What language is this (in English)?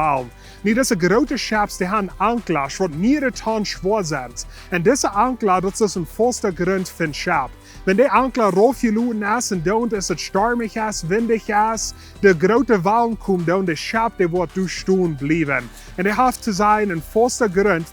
Plautdietsch